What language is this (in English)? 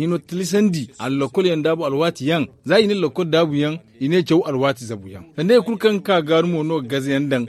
Zarma